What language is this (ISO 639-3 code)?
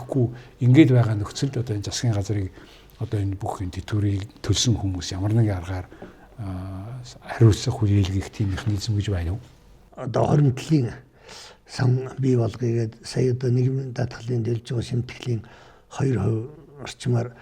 mon